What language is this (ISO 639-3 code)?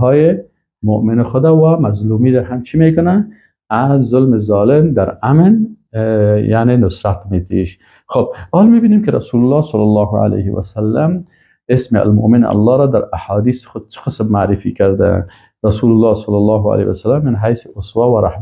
fas